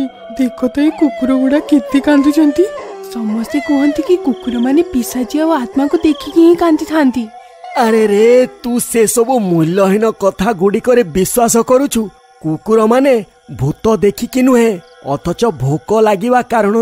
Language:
Odia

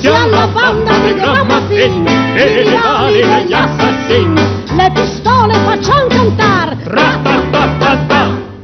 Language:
Neapolitan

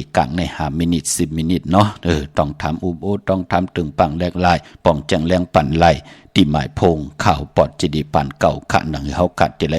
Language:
Shan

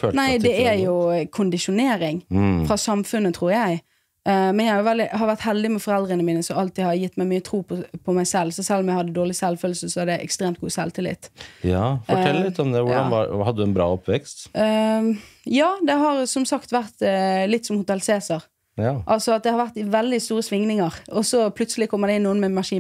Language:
Norwegian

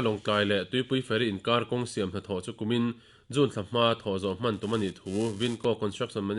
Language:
Mizo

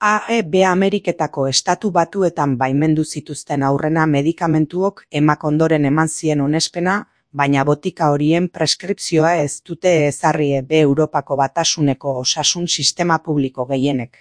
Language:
Basque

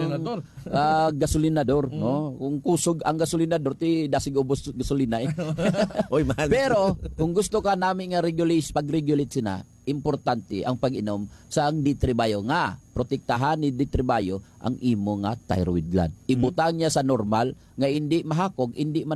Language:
Hiligaynon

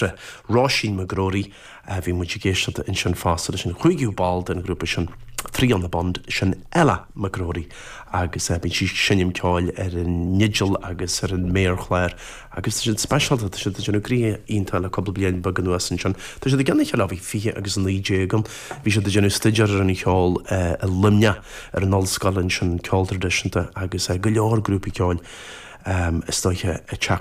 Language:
Irish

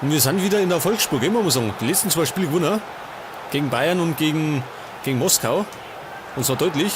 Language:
Bavarian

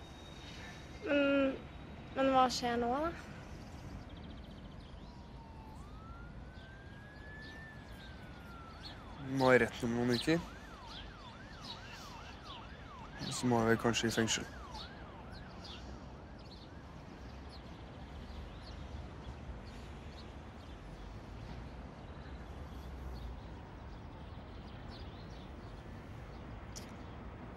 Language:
Norwegian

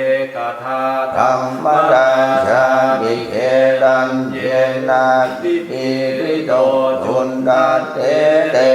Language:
Pali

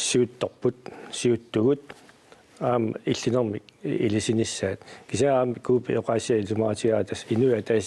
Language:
Kalaallisut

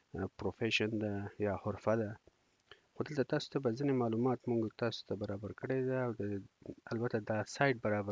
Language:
Pashto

